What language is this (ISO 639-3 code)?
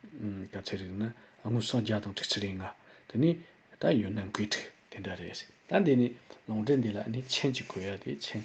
bod